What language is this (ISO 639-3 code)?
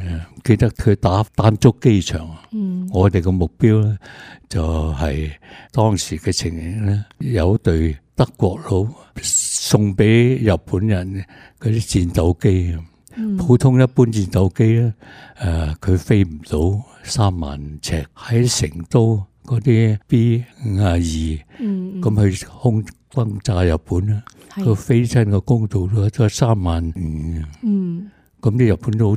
yue